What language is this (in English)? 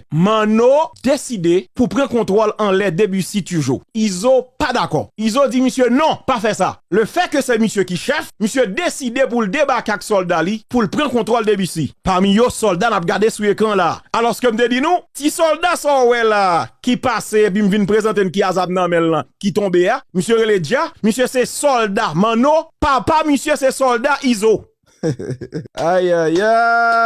Haitian Creole